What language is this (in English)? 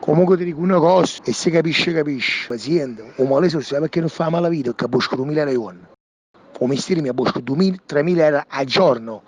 Neapolitan